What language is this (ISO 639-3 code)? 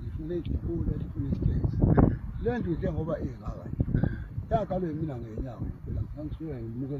zul